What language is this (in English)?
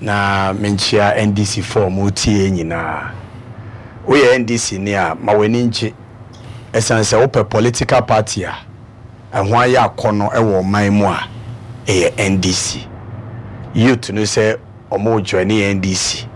Akan